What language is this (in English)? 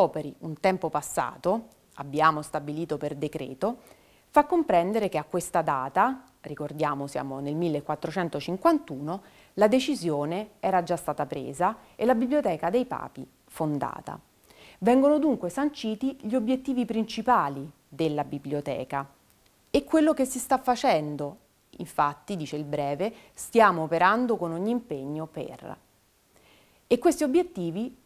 Italian